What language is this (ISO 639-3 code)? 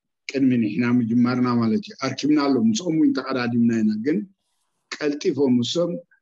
tir